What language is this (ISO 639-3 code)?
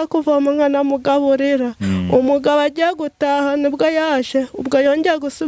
kin